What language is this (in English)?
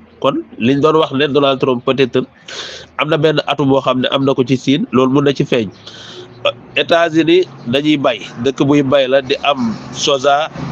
Wolof